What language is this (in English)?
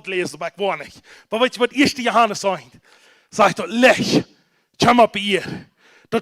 Plautdietsch